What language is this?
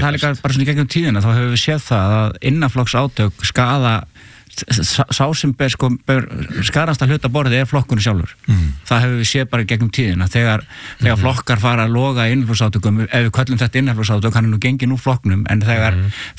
Icelandic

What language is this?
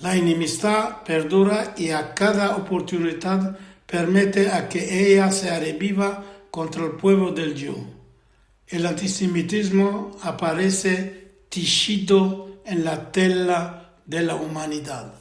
Ladino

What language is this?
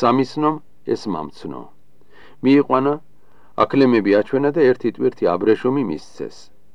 Georgian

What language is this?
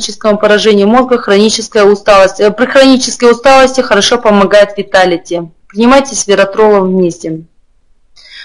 Russian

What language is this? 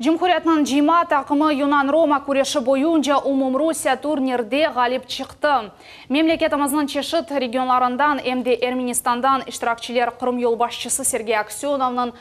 Crimean Tatar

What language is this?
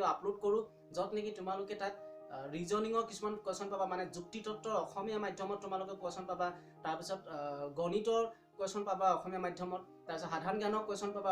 Assamese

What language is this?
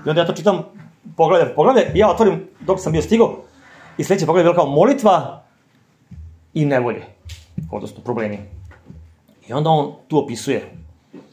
Serbian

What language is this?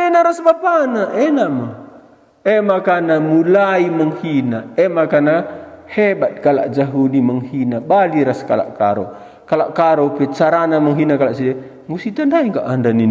Batak Karo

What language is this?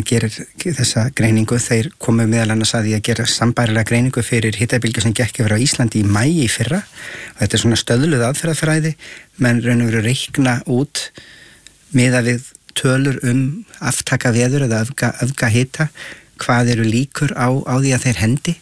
Icelandic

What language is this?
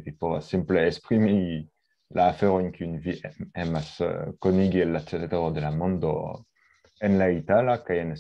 Esperanto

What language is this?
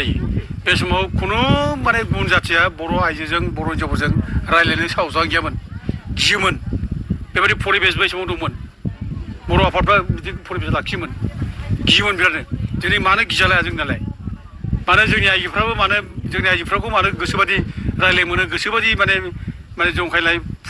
Bodo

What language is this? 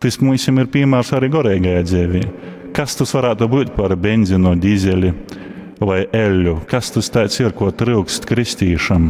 Latgalian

